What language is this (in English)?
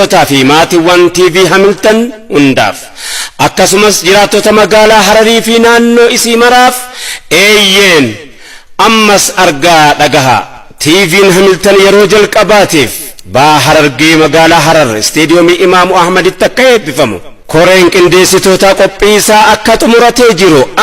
Oromo